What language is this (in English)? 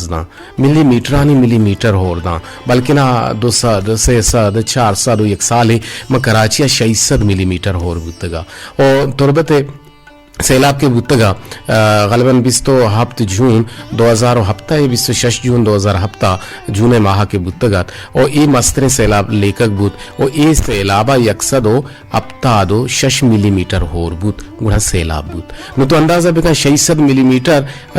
Eastern Balochi